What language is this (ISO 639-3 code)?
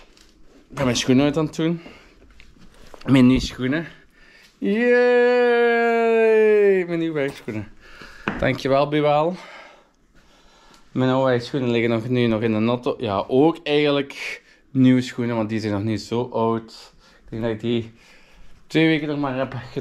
nld